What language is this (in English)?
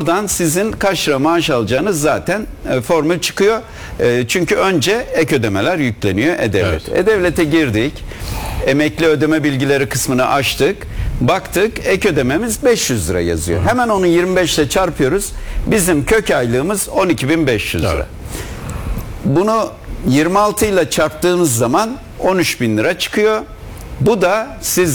Turkish